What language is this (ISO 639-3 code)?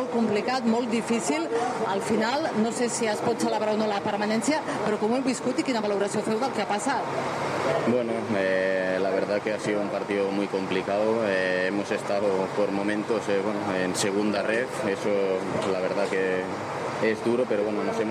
cat